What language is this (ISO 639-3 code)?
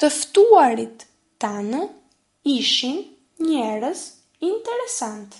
sqi